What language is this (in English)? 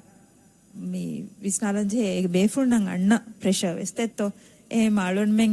Divehi